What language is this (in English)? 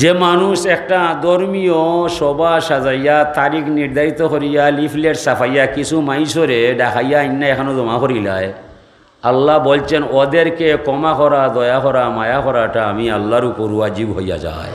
Sylheti